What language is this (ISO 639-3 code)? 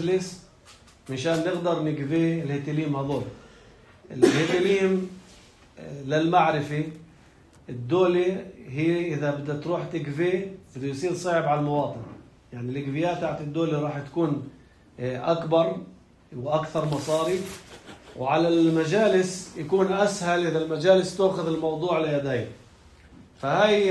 apc